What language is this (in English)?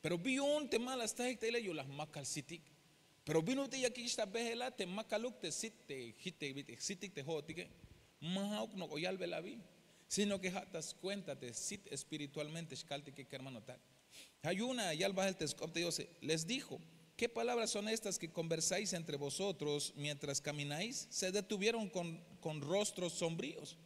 Tzeltal